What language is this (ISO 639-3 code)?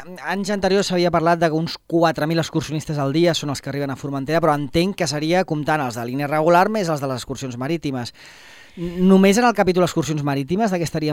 cat